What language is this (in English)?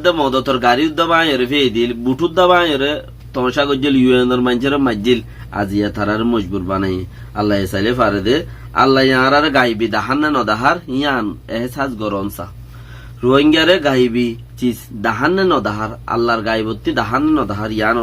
Rohingya